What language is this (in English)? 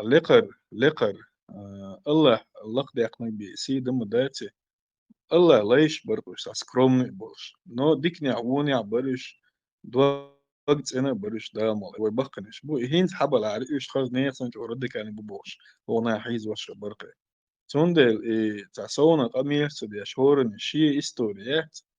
Chechen